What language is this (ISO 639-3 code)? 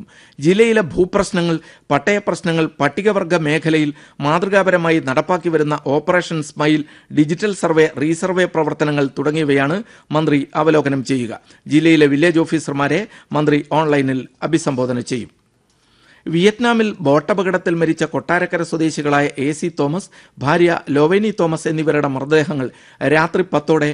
mal